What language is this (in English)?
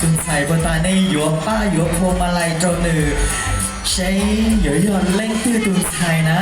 Hmong